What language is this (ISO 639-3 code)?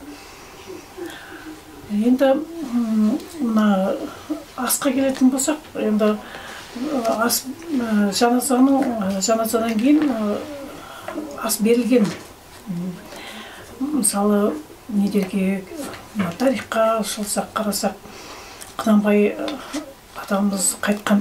kaz